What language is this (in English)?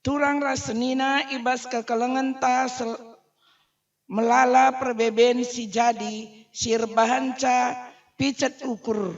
Batak Karo